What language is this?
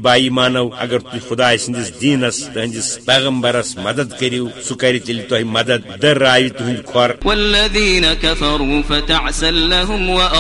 Kashmiri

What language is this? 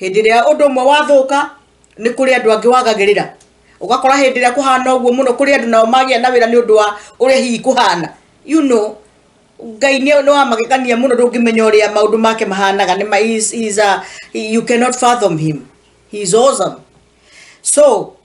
Kikuyu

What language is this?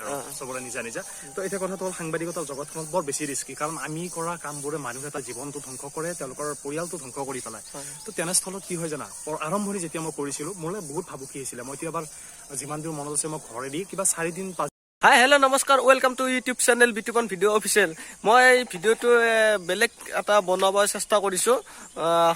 Assamese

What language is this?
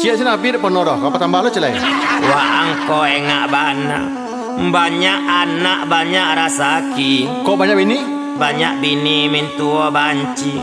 Minangkabau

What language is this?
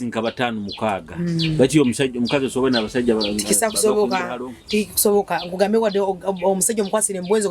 Nyoro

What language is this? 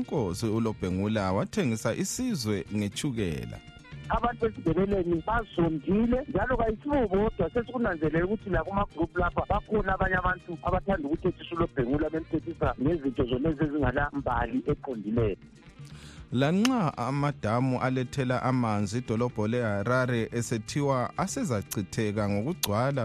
North Ndebele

